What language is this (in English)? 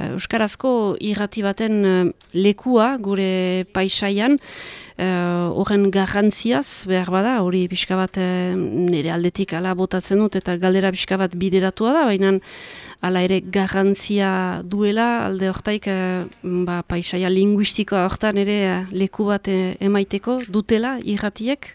Basque